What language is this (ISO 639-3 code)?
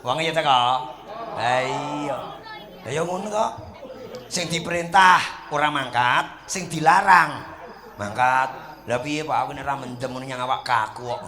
jav